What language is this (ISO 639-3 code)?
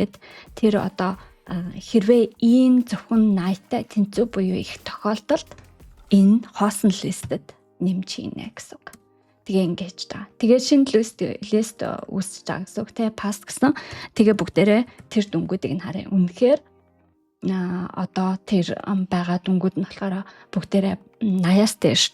mon